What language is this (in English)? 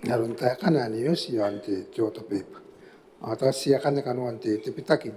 Gilbertese